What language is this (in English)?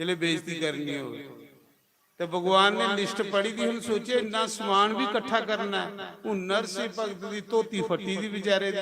Dogri